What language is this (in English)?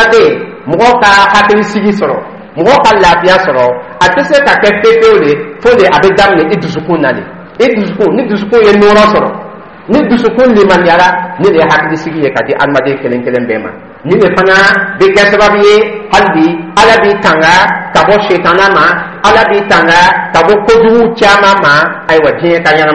Dyula